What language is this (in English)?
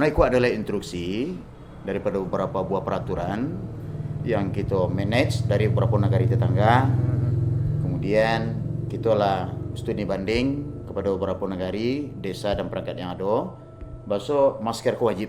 Minangkabau